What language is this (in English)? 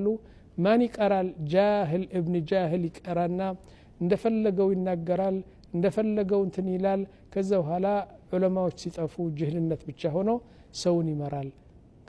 Amharic